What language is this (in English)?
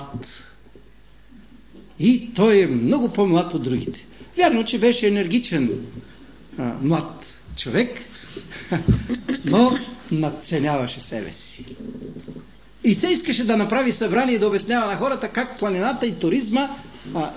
Bulgarian